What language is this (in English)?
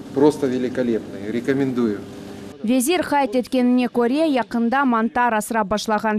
Crimean Tatar